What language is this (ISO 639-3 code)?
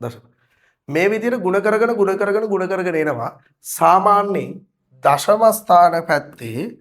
sin